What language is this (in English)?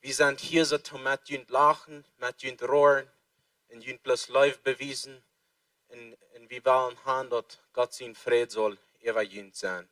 Plautdietsch